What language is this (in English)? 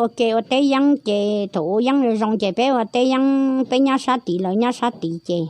Hmong